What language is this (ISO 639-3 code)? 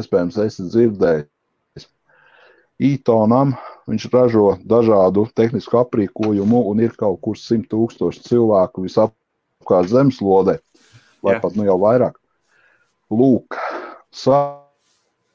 lav